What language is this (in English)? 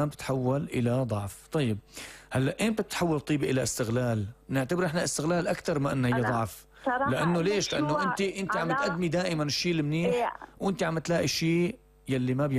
North Levantine Arabic